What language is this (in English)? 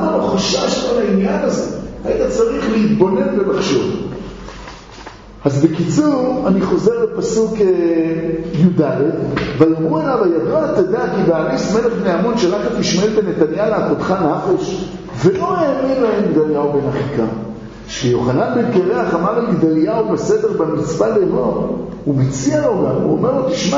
Hebrew